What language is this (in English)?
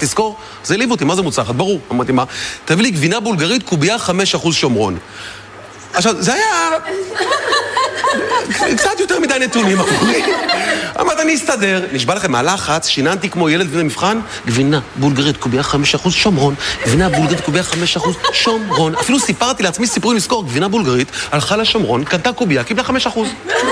Hebrew